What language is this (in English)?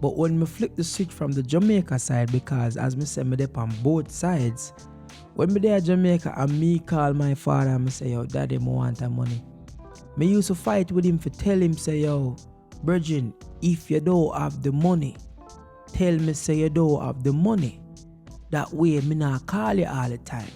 Jamaican Creole English